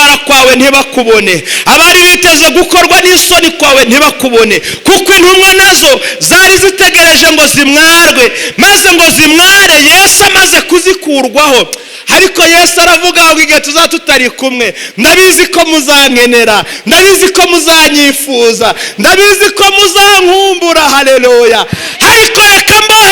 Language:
Kinyarwanda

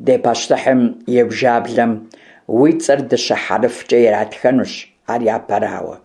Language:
Kabardian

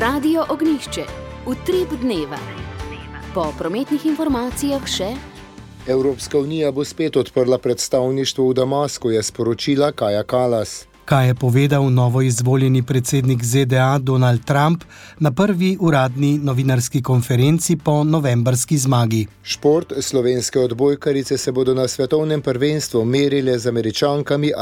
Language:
Slovenian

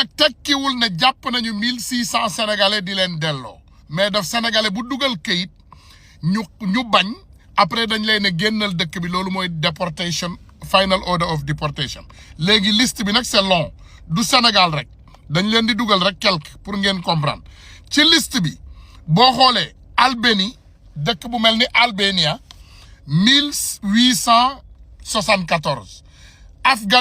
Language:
Wolof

